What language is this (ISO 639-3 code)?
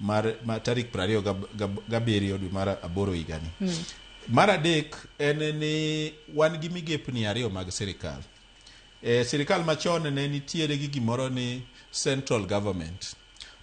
luo